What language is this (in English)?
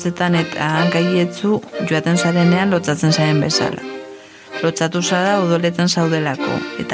Basque